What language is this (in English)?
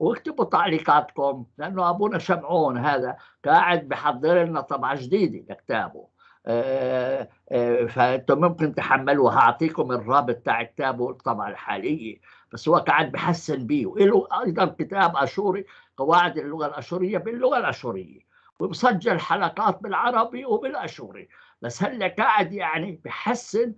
North Levantine Arabic